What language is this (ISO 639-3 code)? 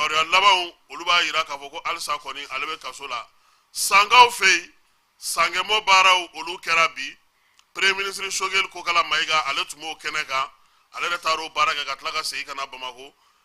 bam